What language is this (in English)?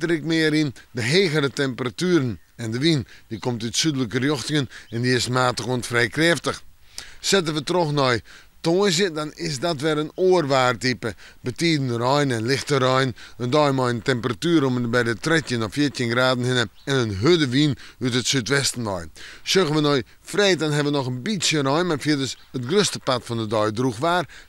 Western Frisian